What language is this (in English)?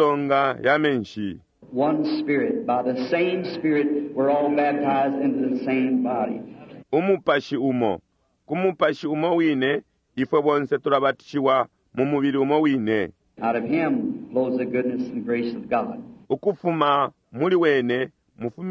Bemba